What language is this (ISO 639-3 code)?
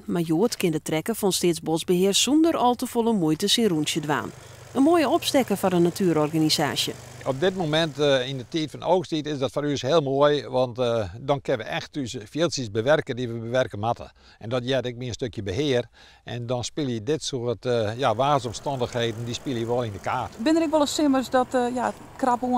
fry